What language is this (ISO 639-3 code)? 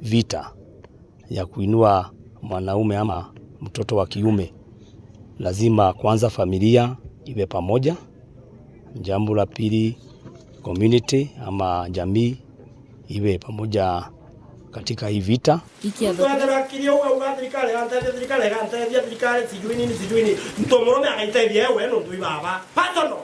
mer